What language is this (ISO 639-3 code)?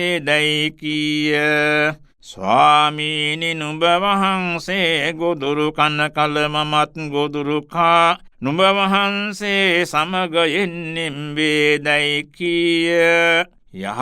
sin